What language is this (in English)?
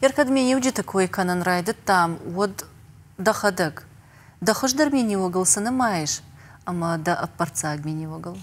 Ossetic